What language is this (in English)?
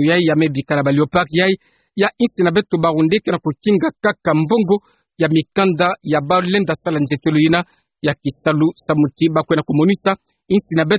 Kituba (Democratic Republic of Congo)